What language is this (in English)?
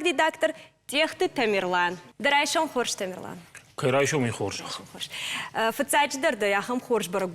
Ossetic